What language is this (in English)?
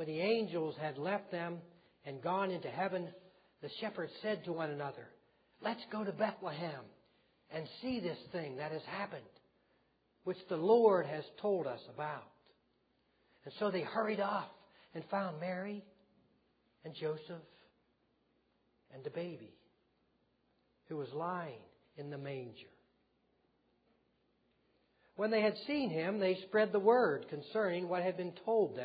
English